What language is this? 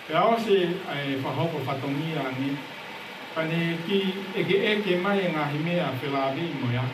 Tongan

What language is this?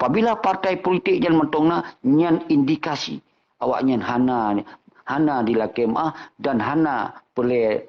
Achinese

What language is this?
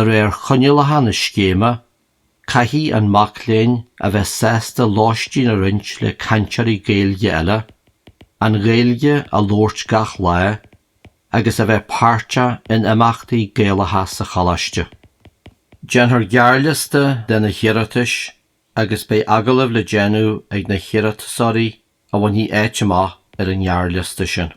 Irish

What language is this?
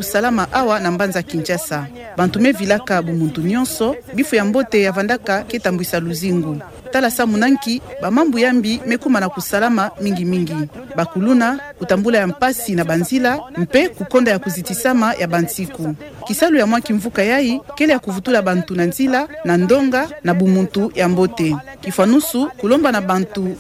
Kituba (Democratic Republic of Congo)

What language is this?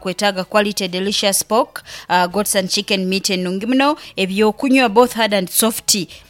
Nyoro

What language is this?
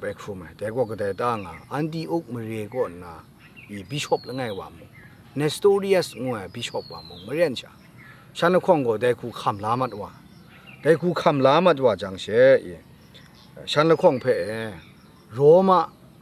Kachin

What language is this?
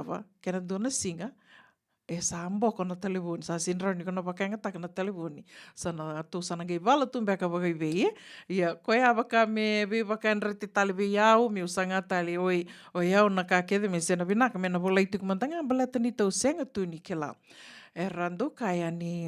Fijian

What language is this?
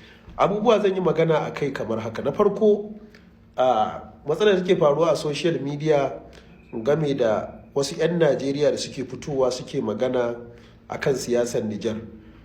Hausa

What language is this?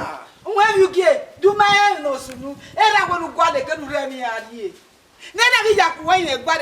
Bini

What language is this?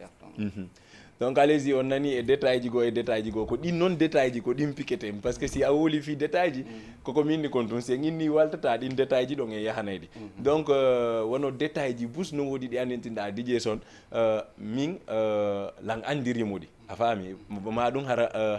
Fula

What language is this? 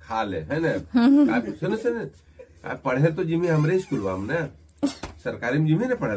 Magahi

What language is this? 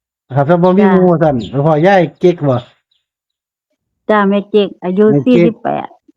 Northeastern Thai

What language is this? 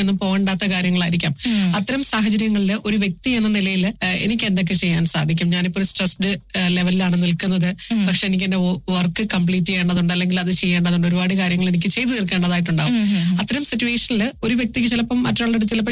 Malayalam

